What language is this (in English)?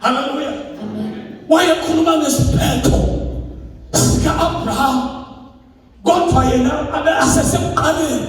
Zulu